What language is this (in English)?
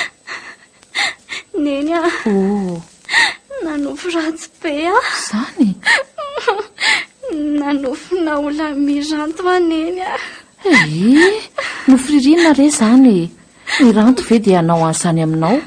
Malagasy